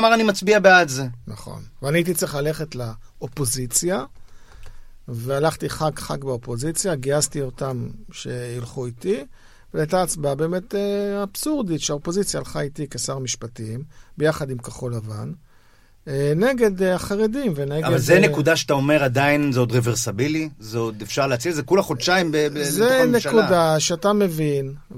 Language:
Hebrew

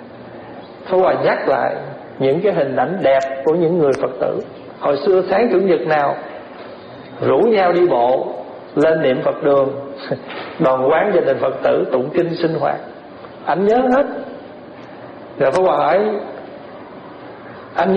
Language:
Vietnamese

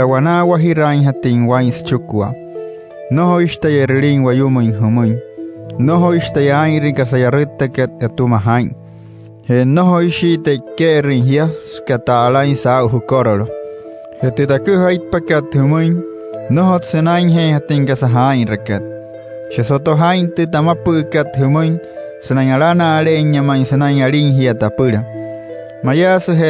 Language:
Wayuu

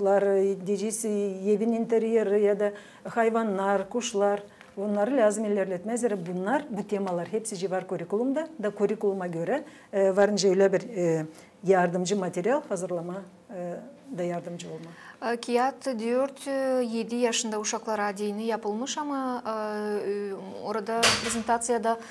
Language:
Gagauz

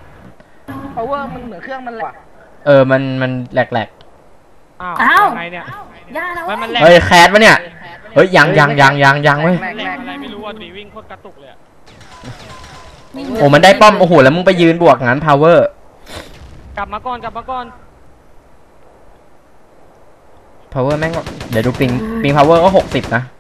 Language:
Thai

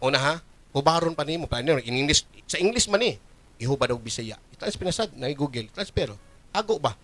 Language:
Cebuano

